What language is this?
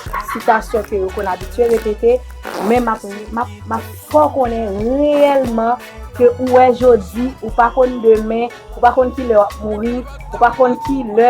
Haitian Creole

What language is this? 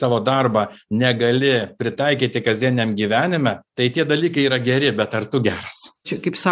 Lithuanian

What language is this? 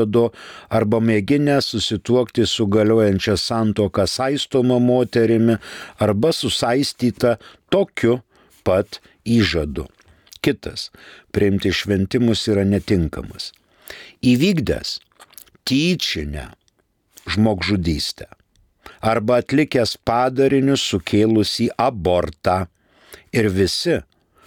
Lithuanian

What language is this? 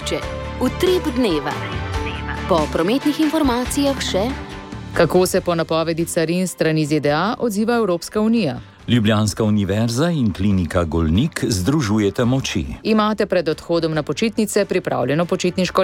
Slovenian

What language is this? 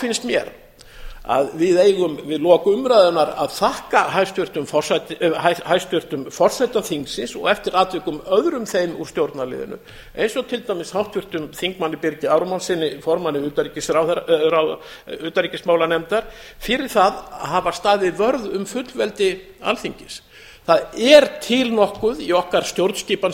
Icelandic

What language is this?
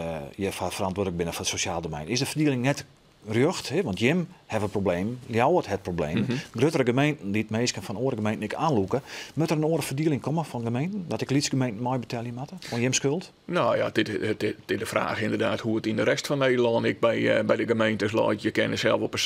Western Frisian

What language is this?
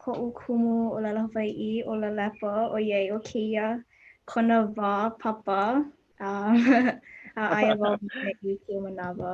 Hawaiian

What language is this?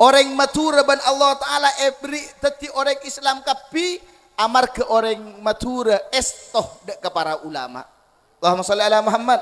Madurese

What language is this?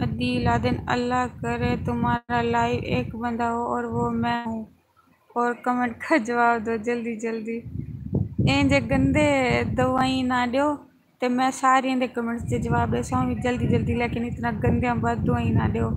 Saraiki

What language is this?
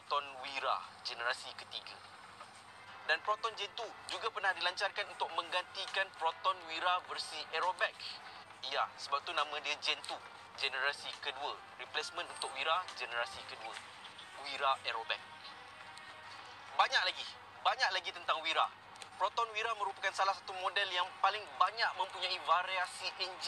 Malay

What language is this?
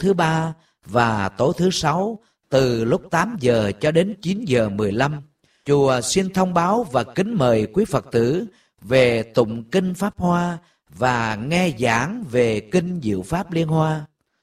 Vietnamese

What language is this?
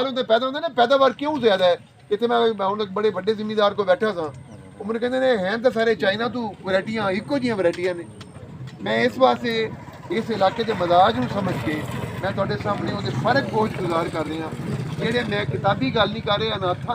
Saraiki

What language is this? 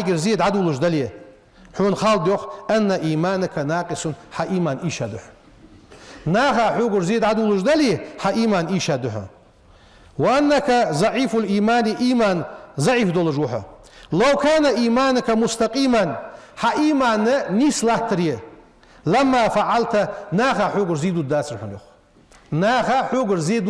Ingush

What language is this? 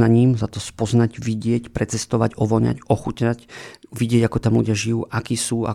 Slovak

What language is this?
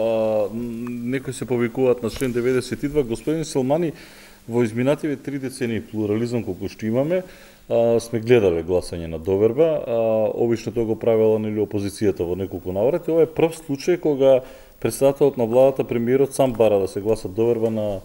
Macedonian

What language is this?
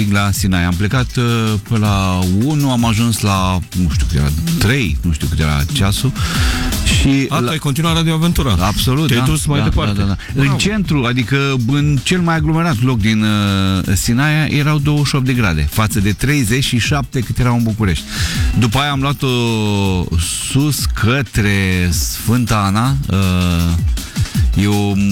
Romanian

